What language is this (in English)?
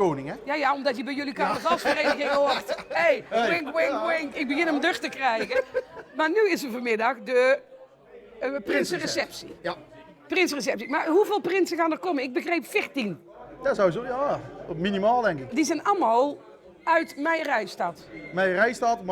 Limburgish